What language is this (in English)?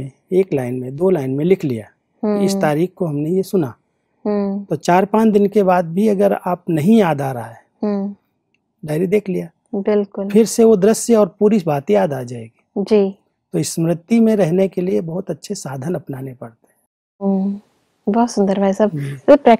Hindi